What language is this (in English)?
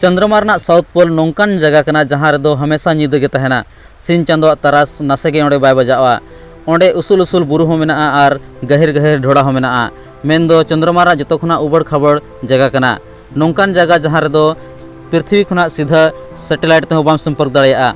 Santali